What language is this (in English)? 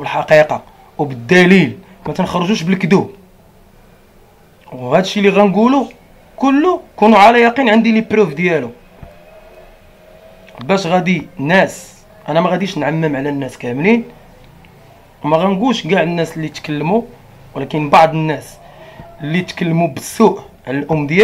Moroccan Arabic